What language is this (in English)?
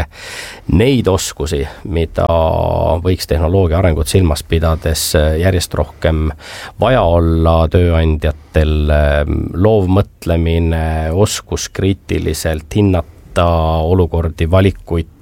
Estonian